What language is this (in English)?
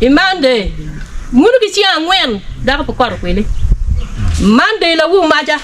Acoli